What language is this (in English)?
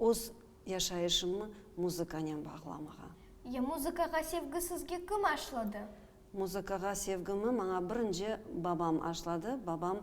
Crimean Tatar